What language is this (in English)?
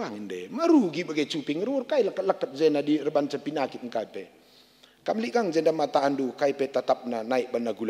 Batak Karo